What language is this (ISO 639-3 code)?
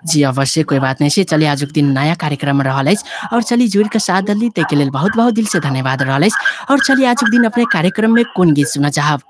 mai